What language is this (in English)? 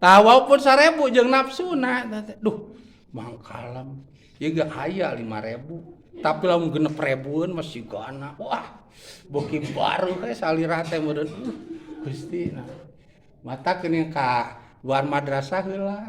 Sundanese